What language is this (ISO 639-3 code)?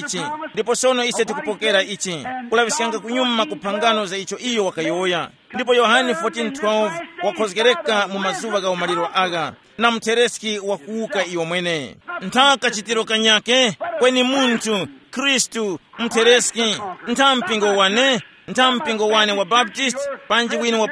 tum